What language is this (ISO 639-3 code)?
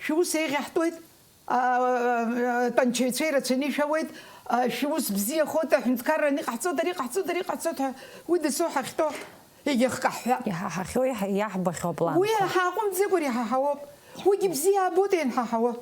abk